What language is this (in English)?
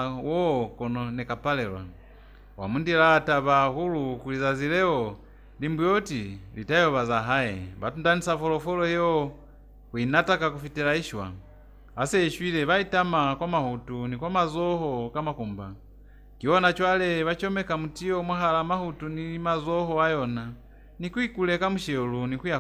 Lozi